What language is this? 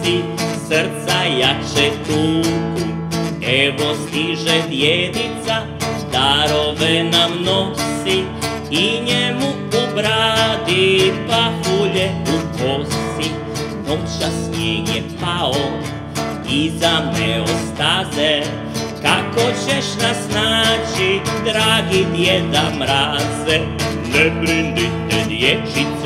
Croatian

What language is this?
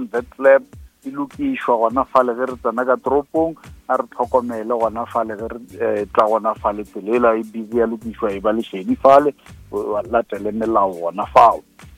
Northern Sotho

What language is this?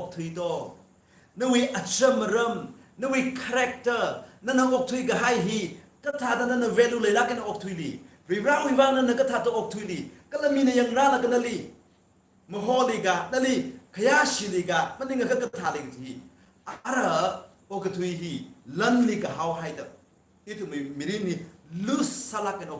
Tangkhul Naga (India)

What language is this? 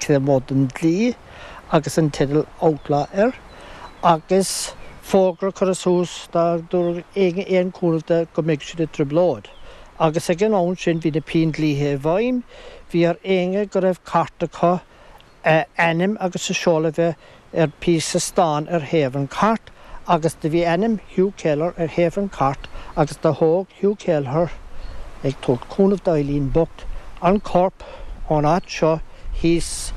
Irish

